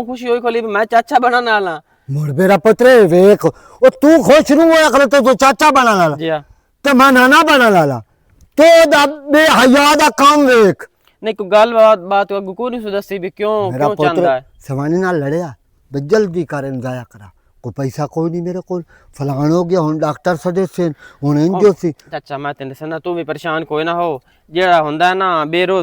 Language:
Western Panjabi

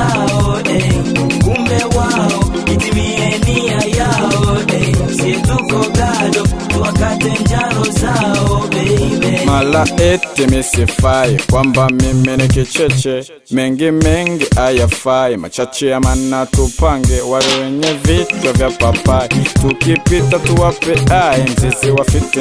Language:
Swahili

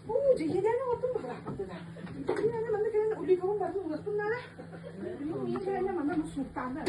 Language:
Yakut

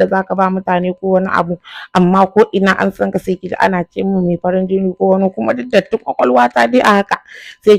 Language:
Hausa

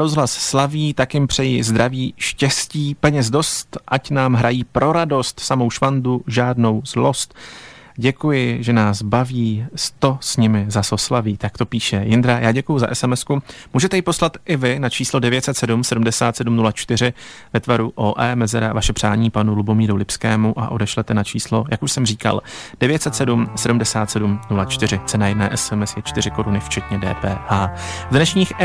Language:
Czech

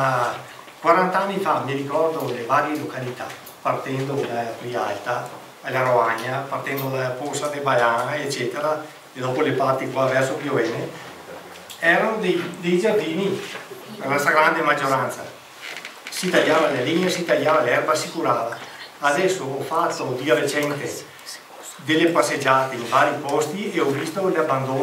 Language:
Italian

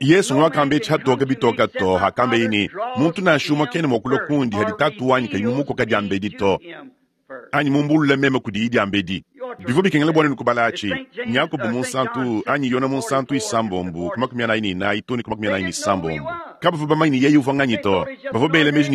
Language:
Luba-Lulua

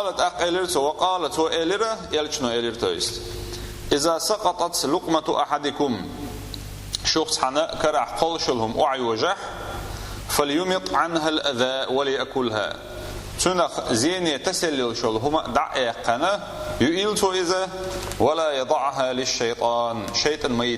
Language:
Chechen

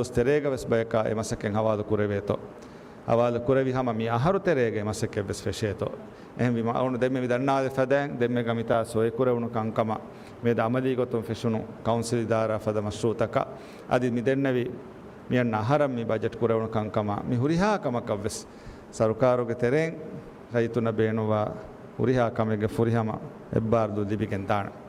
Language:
Divehi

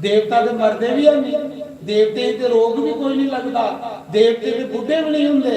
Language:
Dogri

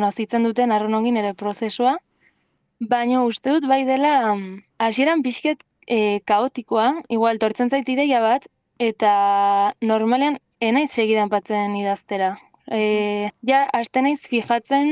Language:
Basque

